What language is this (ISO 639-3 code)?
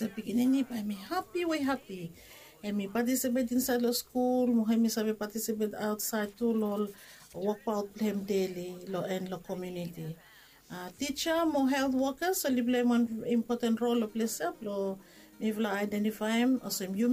bis